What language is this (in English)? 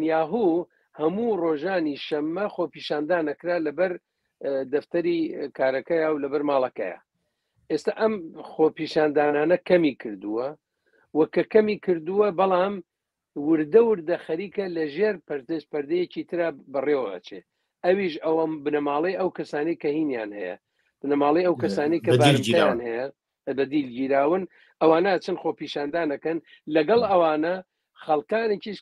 Central Kurdish